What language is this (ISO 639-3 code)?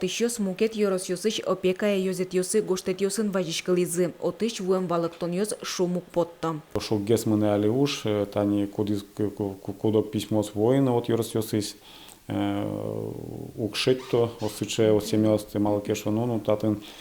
udm